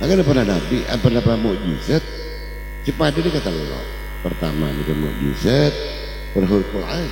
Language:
Madurese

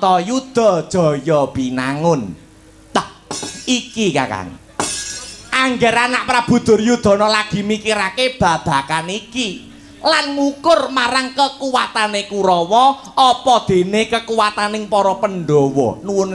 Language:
Javanese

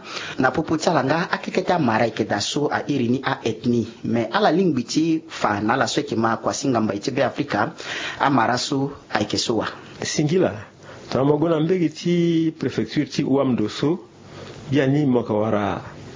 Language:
Sango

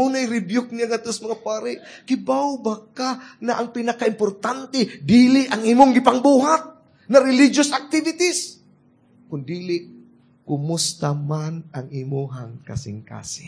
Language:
Cebuano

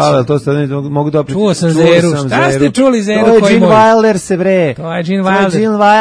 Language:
Serbian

